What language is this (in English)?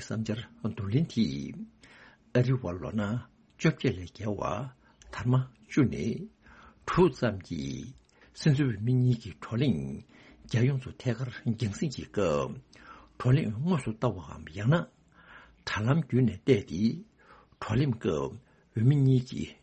Tibetan